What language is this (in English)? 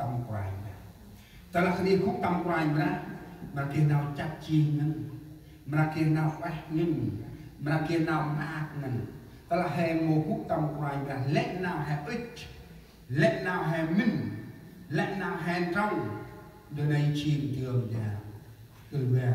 Central Mnong